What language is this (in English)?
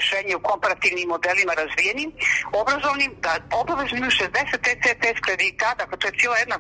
Bosnian